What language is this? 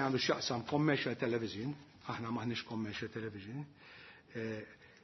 Maltese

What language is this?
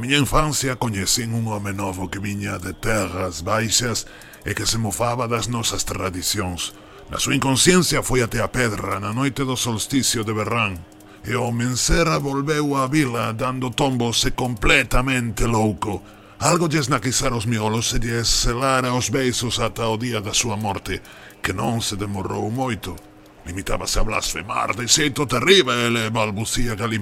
Galician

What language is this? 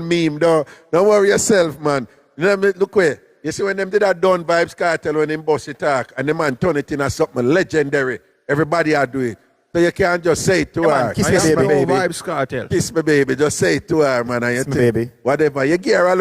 Jamaican Creole English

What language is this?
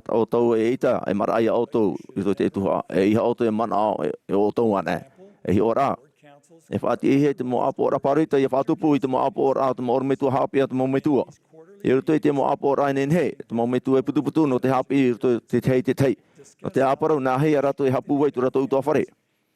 Tahitian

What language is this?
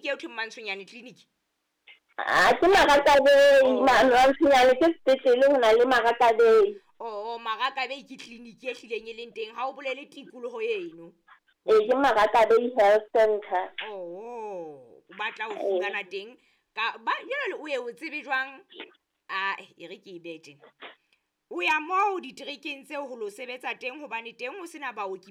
Southern Sotho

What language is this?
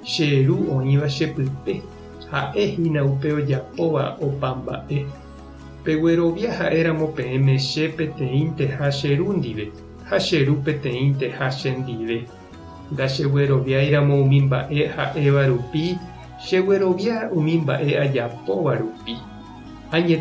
Guarani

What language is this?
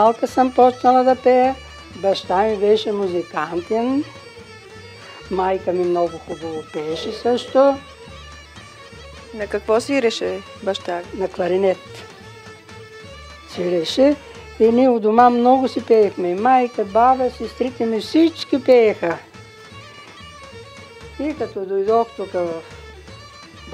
Bulgarian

